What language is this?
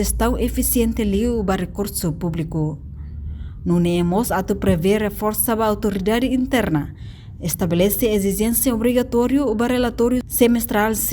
Tetum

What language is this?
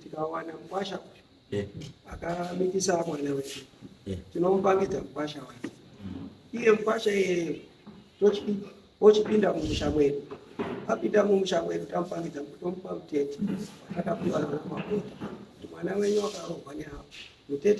Shona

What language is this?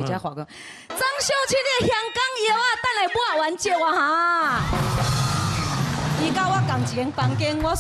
Chinese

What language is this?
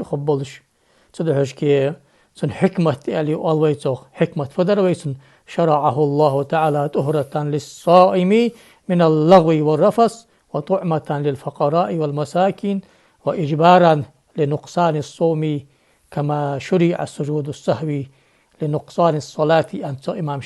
Ingush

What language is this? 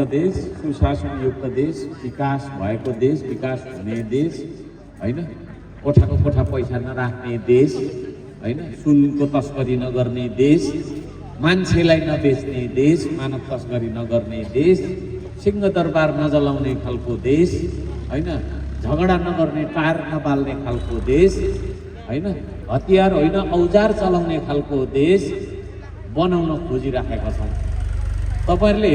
Nepali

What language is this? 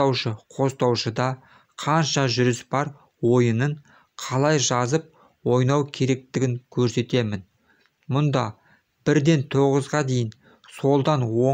Kazakh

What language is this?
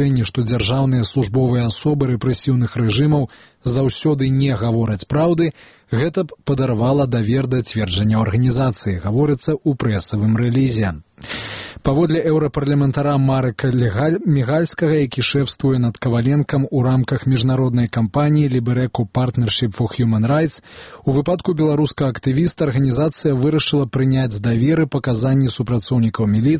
Belarusian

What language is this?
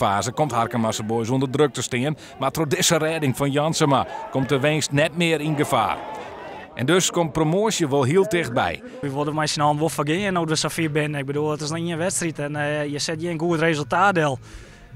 Western Frisian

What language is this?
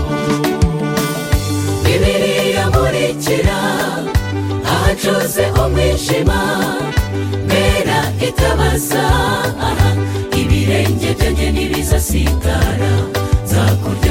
Kinyarwanda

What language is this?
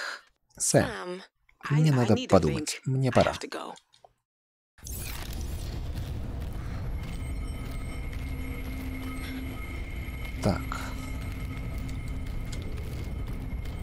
Russian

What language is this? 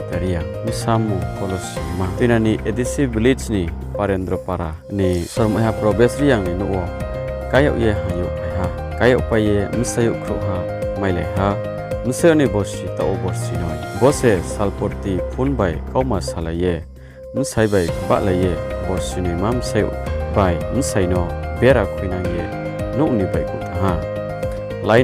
Riang (India)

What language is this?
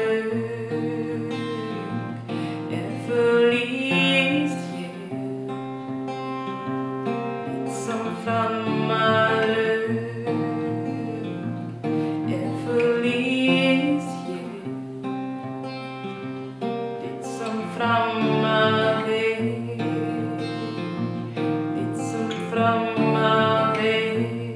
Icelandic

